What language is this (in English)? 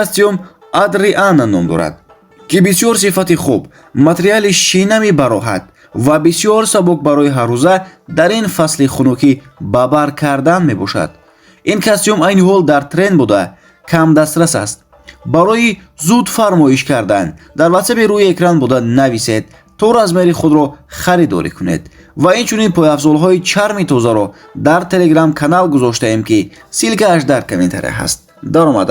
Tajik